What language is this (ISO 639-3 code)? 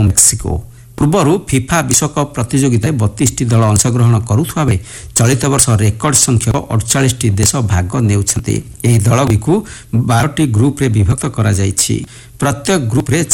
ori